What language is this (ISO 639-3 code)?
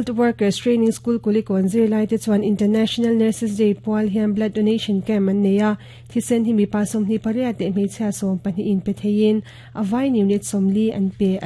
lus